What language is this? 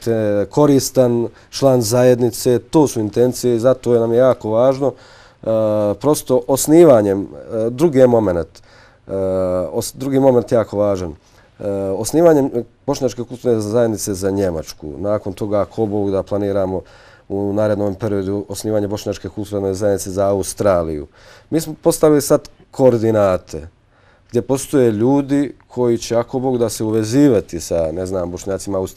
Bosnian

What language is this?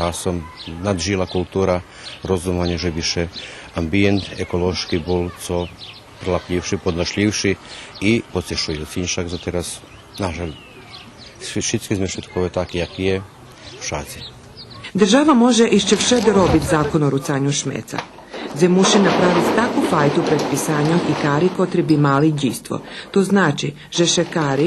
Rusyn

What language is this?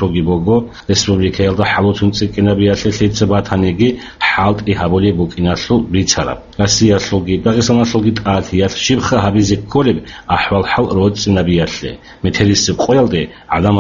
Avaric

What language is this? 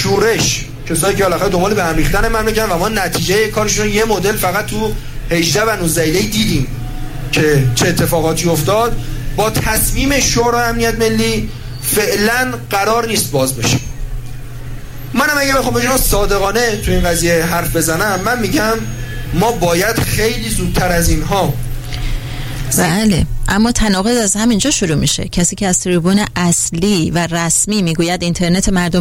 Persian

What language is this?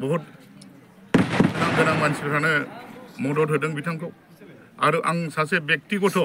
Bodo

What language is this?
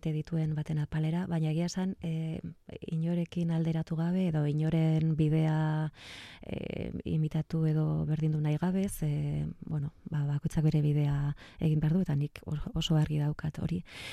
Basque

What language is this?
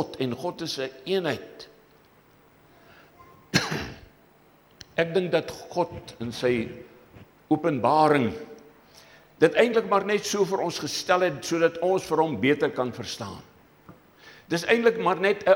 Afrikaans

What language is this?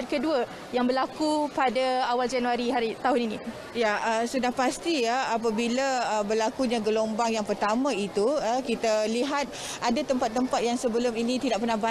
Malay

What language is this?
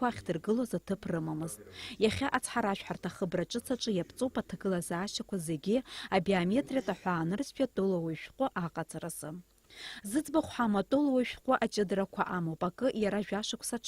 Abkhazian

